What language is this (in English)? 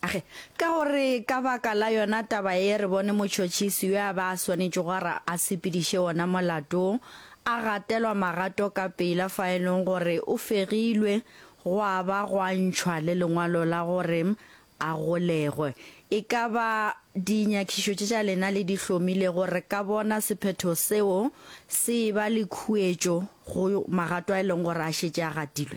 Northern Sotho